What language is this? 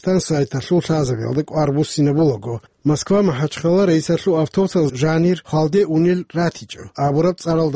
Avaric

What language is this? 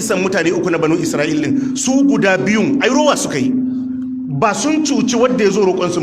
Hausa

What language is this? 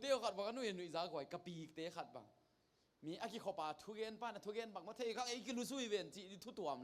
Tedim Chin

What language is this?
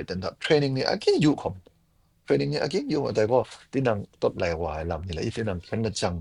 Kachin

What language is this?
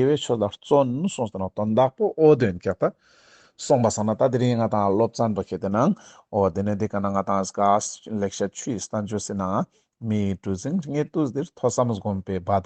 Ladakhi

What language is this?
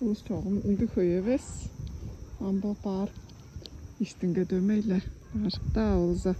Tuvinian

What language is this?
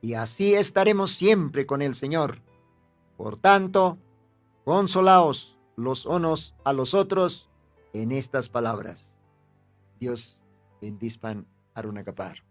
Aymara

